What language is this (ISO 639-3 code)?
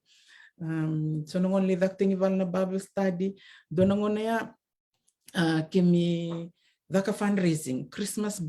fij